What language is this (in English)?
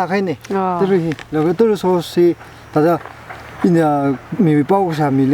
Tangkhul Naga (India)